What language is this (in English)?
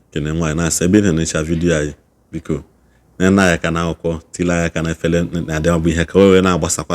Igbo